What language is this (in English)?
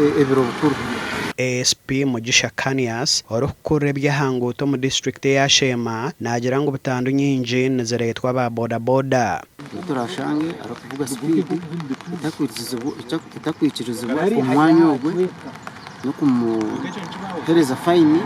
Nyankole